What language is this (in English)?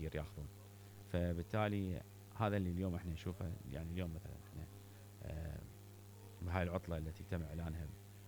Mesopotamian Arabic